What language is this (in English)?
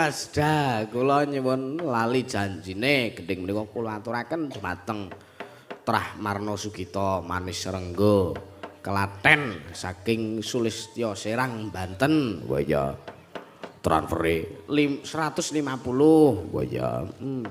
Javanese